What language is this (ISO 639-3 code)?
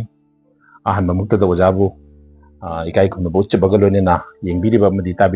mni